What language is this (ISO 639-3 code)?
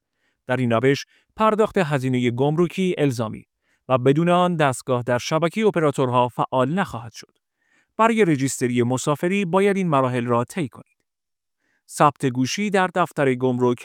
fas